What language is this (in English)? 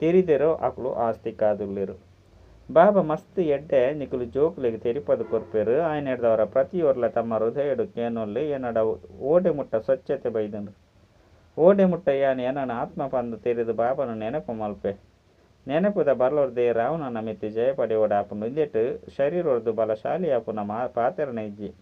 Tulu